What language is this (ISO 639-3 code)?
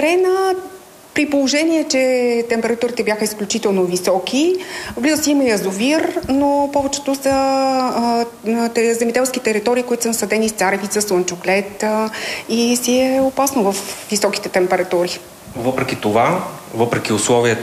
bul